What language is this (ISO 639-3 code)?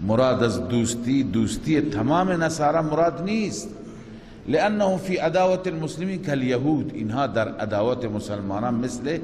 fas